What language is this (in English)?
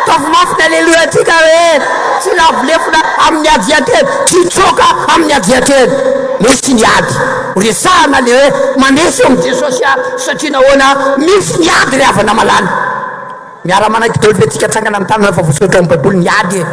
Malagasy